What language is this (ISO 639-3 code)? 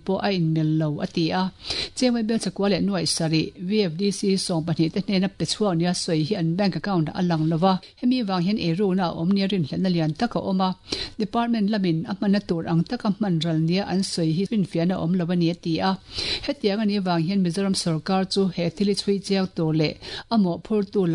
lus